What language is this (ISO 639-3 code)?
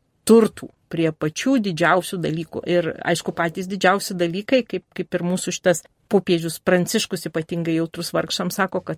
lit